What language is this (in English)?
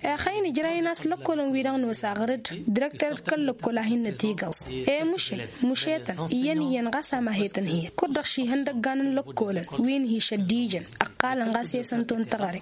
Tamasheq